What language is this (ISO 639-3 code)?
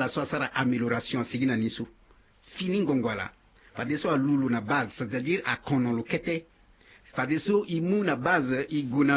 sag